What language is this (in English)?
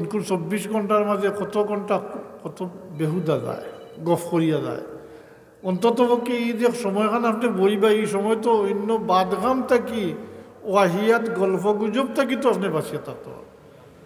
Sylheti